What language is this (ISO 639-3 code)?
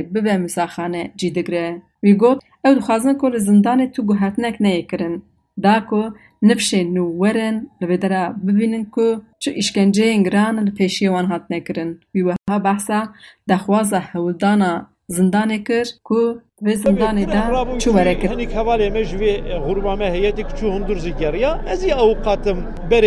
kur